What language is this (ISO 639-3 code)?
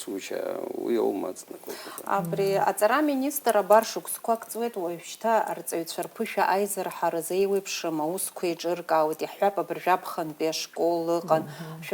abk